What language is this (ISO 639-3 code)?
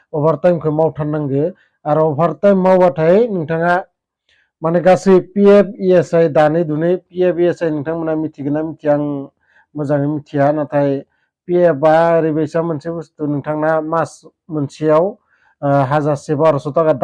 brx